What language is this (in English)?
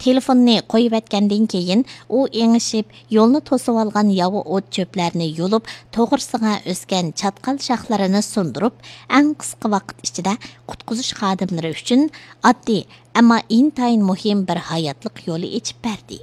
Uyghur